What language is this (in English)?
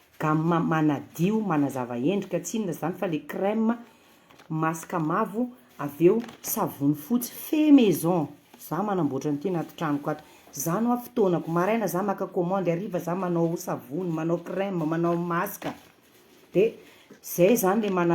Malagasy